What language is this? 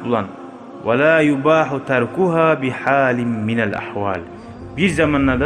Kumyk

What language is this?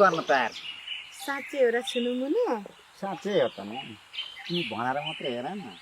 Nepali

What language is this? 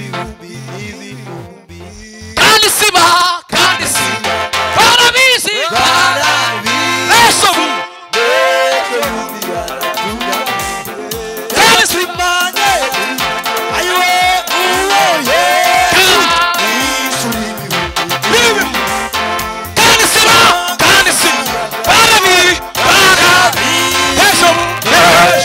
Kinyarwanda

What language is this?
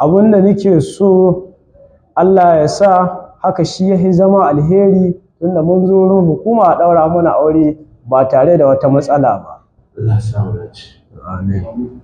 Hausa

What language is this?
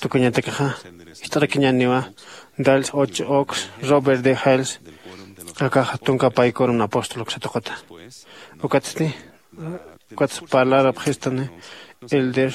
Aymara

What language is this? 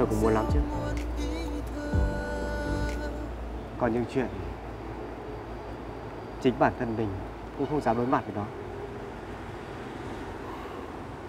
Vietnamese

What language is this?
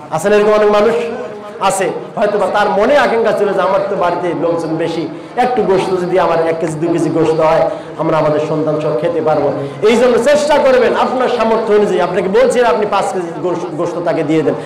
Bangla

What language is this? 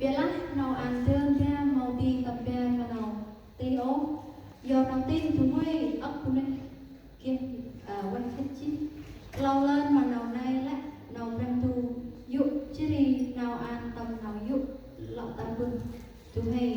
Central Mnong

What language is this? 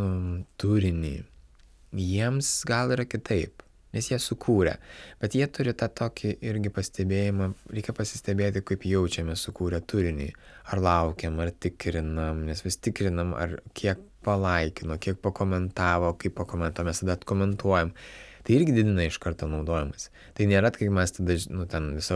Lithuanian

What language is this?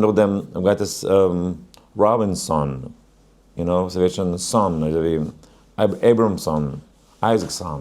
Yiddish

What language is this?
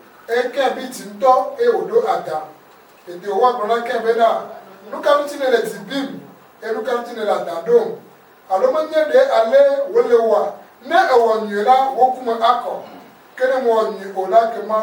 Ewe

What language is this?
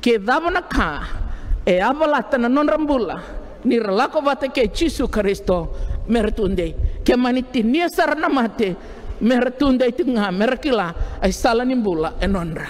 Fijian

